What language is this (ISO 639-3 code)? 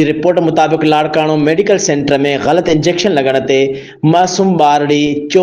snd